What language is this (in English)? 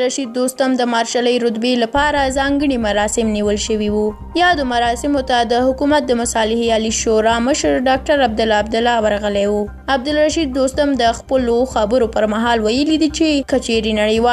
Pashto